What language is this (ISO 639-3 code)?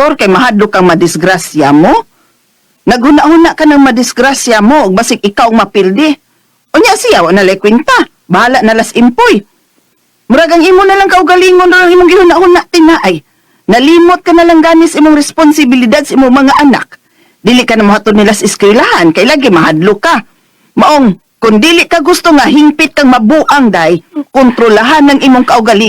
ceb